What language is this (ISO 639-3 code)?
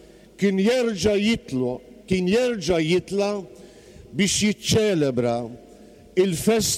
mlt